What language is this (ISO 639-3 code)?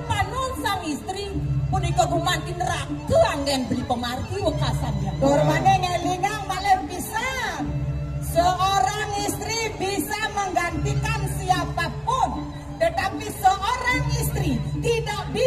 ban